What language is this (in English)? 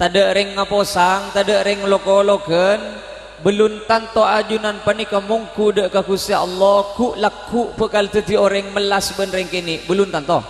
Madurese